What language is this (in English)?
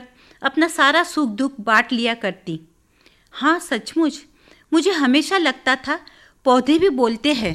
Hindi